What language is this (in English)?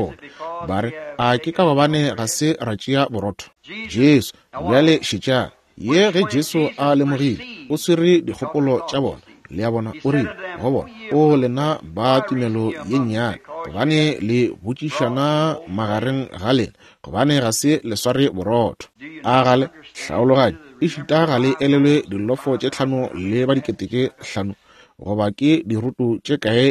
Northern Sotho